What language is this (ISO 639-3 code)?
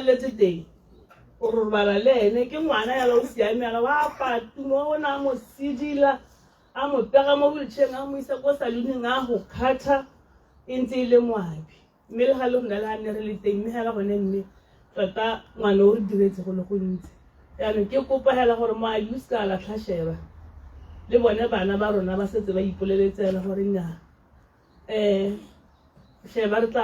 tsn